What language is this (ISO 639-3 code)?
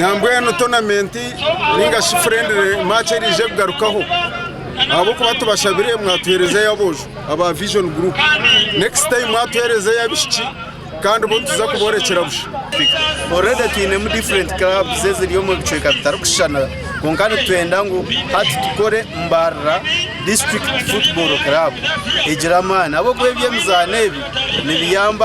nyn